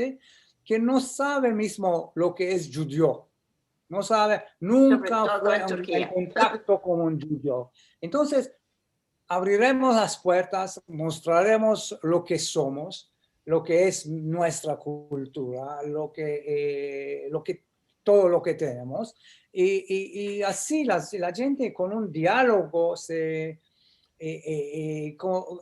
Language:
Ladino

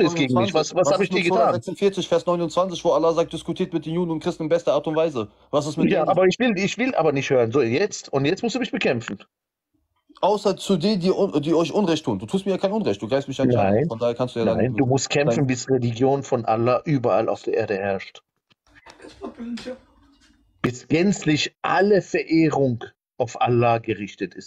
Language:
German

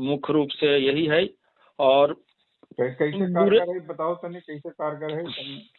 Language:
Magahi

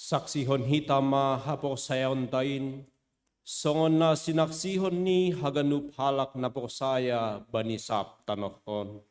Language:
Batak Simalungun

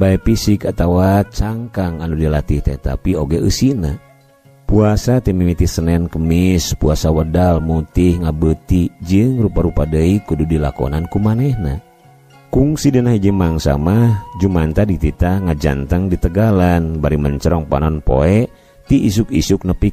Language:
Sundanese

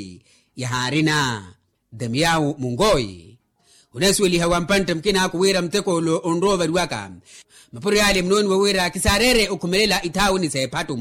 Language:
Makhuwa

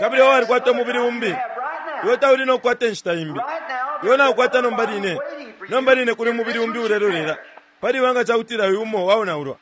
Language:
Bemba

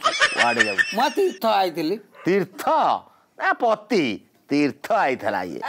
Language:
Odia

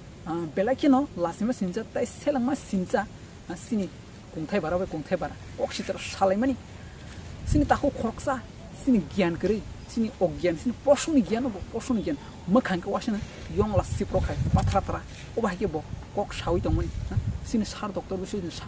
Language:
Kok Borok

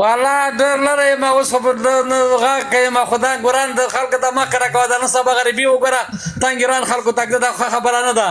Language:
Pashto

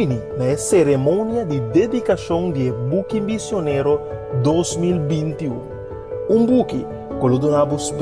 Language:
Papiamento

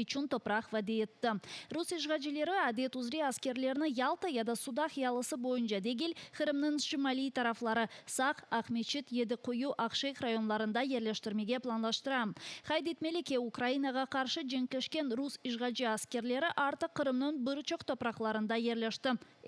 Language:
Crimean Tatar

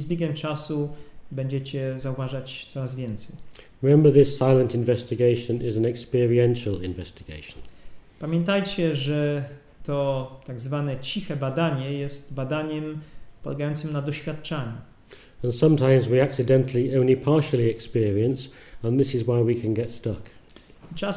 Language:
Polish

